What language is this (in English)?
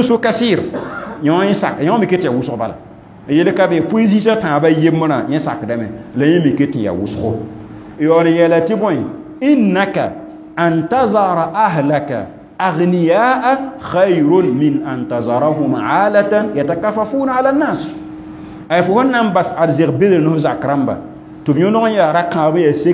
Mossi